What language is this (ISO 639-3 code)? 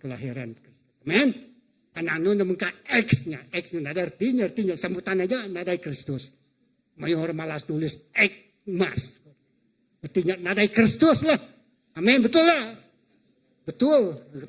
iba